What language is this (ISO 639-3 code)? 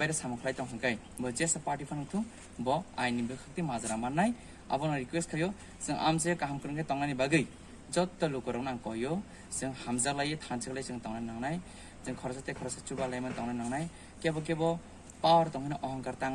trp